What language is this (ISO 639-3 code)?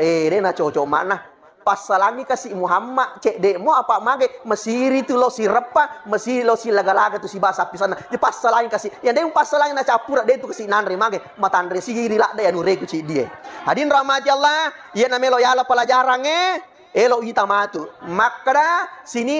bug